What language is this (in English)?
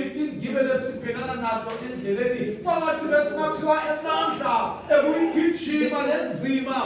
Swati